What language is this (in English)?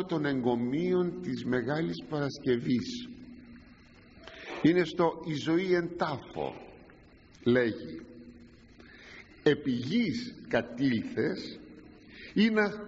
Greek